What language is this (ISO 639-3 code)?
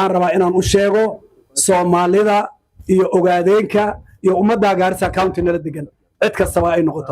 som